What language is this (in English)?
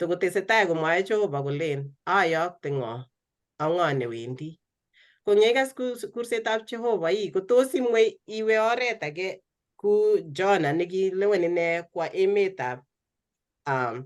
Kalenjin